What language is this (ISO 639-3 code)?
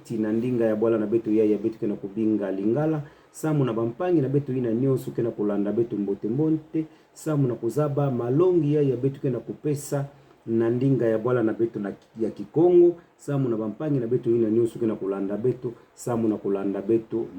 ktu